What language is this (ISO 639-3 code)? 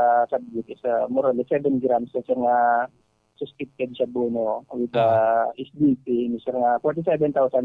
hil